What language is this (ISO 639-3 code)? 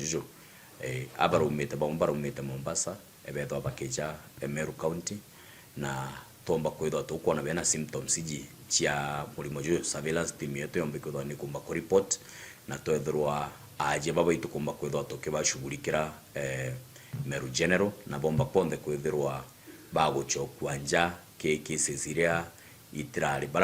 mer